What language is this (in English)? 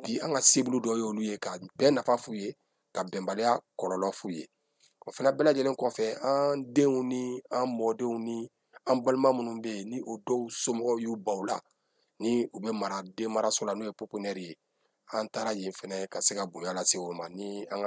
Bambara